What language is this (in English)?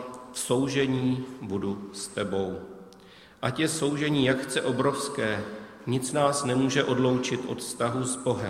Czech